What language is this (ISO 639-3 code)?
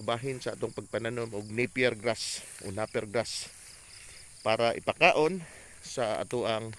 ceb